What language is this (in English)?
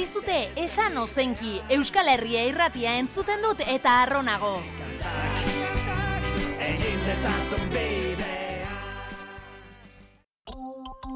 Basque